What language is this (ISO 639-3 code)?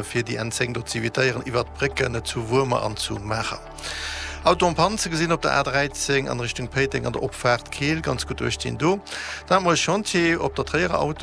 ltz